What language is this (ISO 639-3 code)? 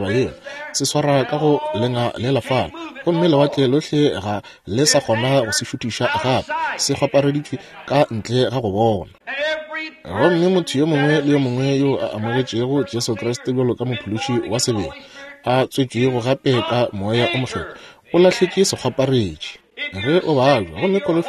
nso